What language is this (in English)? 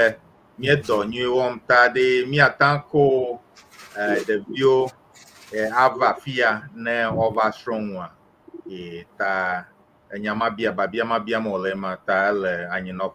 Ewe